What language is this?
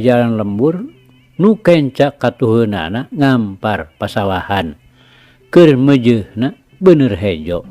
Sundanese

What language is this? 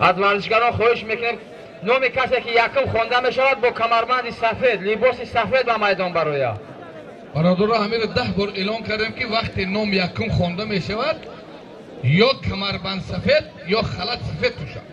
Tajik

